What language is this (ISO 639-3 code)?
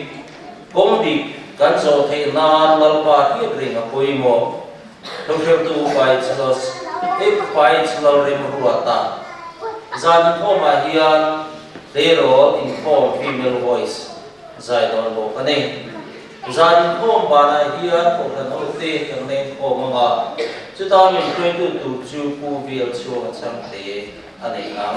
lus